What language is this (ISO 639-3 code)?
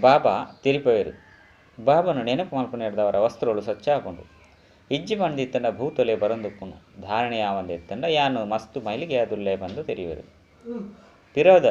tcy